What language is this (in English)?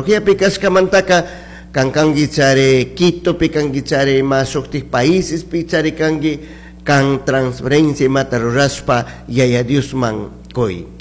Chimborazo Highland Quichua